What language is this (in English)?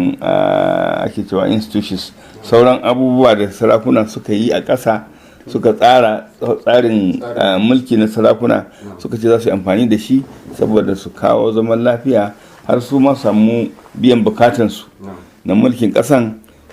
Hausa